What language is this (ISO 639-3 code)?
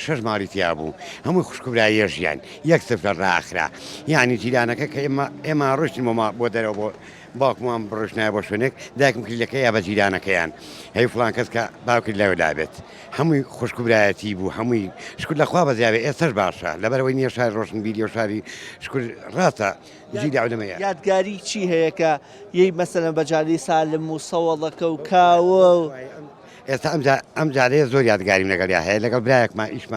ckb